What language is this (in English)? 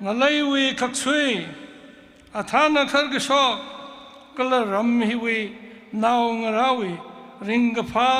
Tangkhul Naga (India)